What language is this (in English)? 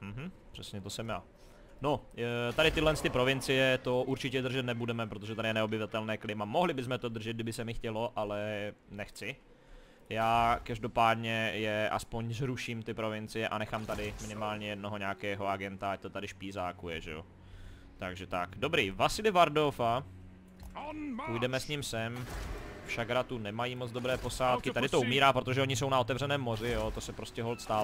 Czech